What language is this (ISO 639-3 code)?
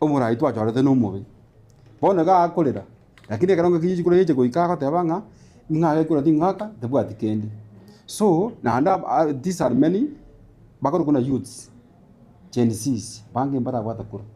guz